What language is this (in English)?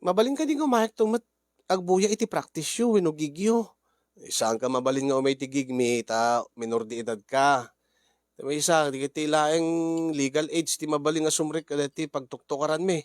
Iloko